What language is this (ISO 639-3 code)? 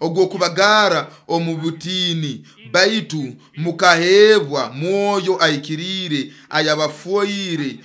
nyo